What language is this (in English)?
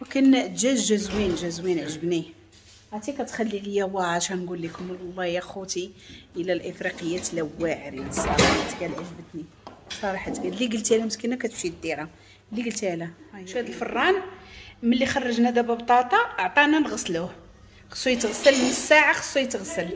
Moroccan Arabic